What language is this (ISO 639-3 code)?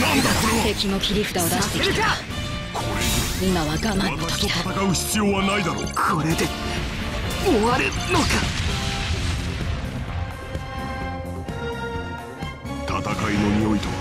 jpn